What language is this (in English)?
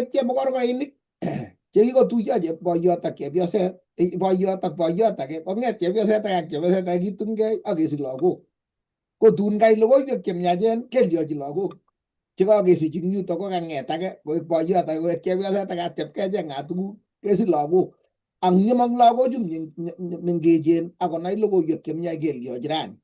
Kalenjin